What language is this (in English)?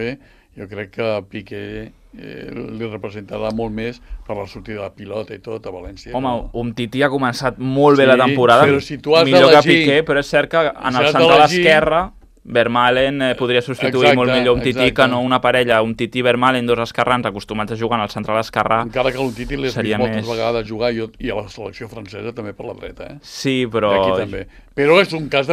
Catalan